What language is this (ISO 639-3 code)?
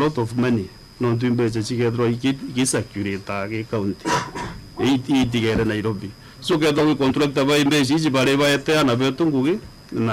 mer